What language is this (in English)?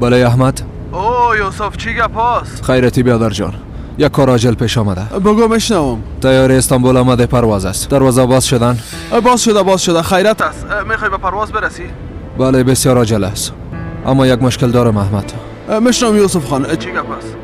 Persian